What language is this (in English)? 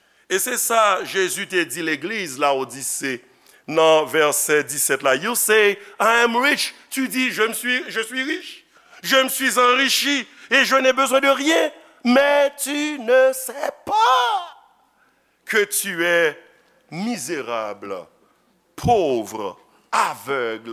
Haitian Creole